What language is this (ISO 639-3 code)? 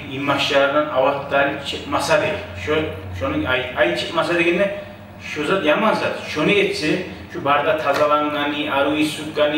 kum